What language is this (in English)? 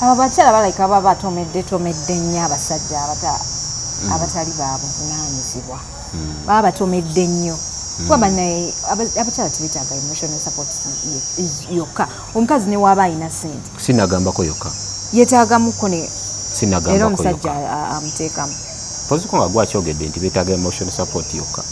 Ganda